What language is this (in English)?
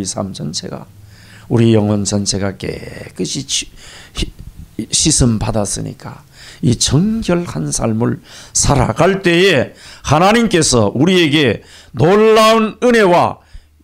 Korean